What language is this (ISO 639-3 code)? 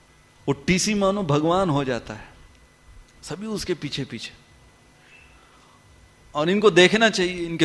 hin